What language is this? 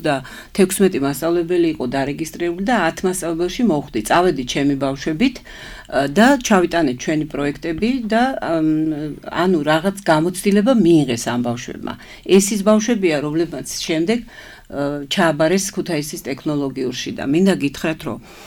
Georgian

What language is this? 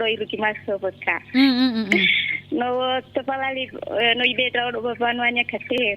Nias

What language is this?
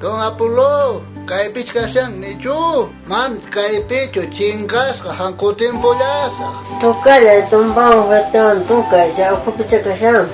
South Bolivian Quechua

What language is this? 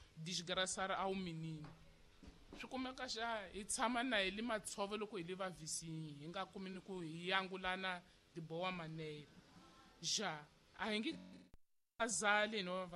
Tsonga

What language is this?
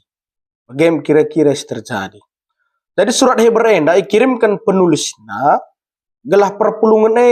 Batak Karo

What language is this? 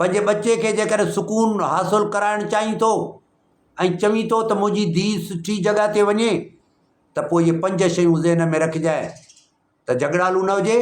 Sindhi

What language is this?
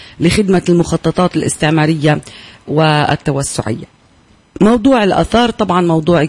Arabic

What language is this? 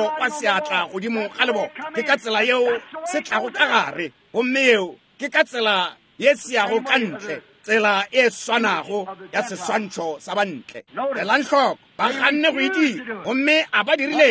Northern Sotho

